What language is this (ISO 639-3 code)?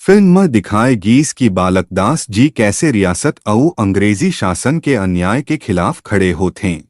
hne